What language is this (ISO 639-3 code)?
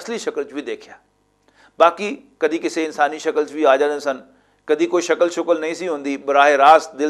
lah